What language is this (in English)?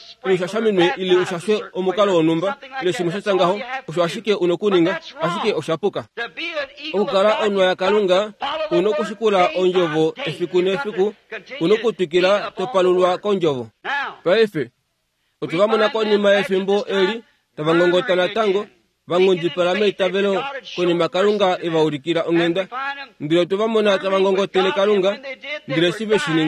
Kuanyama